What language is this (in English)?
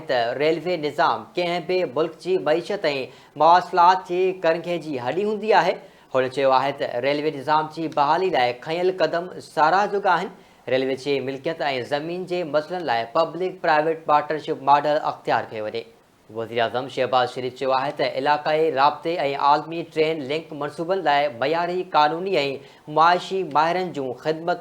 Sindhi